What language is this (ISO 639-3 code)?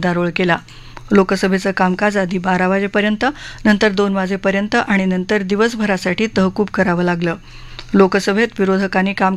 mar